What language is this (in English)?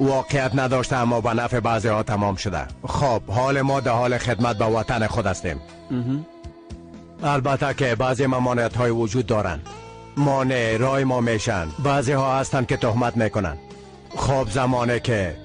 Persian